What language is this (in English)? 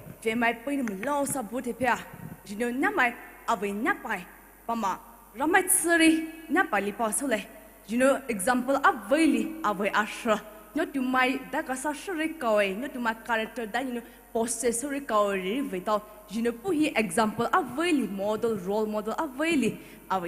Poumei Naga